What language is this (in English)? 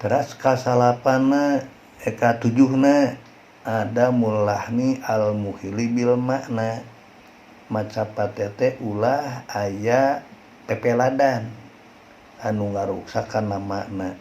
Sundanese